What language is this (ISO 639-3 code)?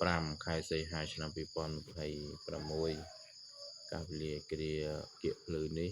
khm